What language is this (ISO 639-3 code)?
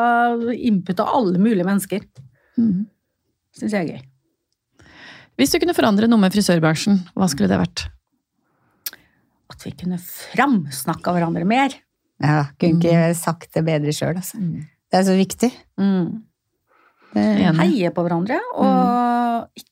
nor